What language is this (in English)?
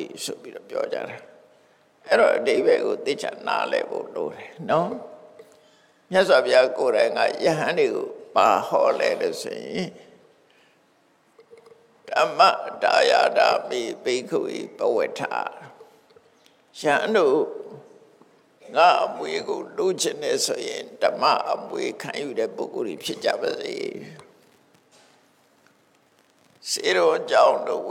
Burmese